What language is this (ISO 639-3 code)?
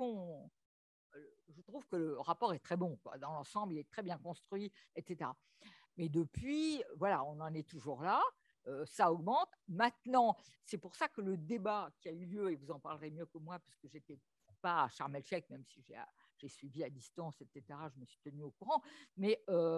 fra